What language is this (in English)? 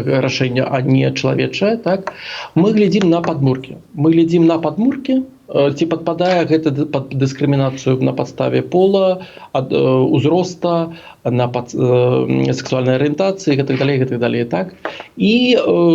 Belarusian